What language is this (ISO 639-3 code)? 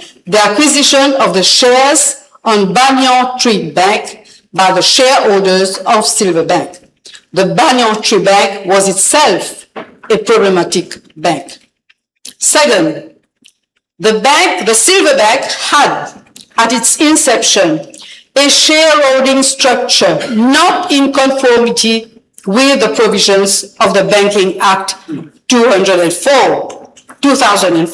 mfe